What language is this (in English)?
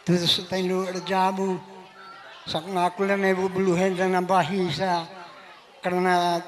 Batak Karo